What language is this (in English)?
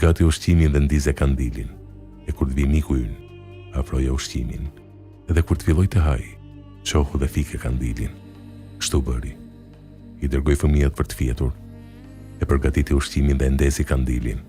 Albanian